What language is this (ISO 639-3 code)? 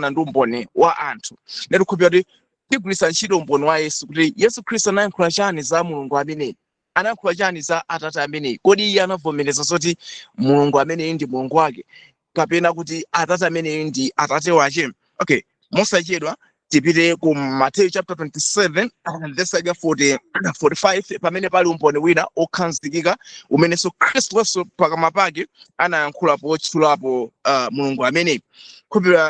nya